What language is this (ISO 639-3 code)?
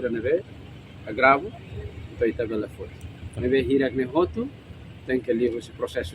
tet